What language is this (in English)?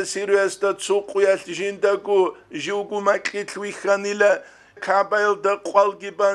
Avaric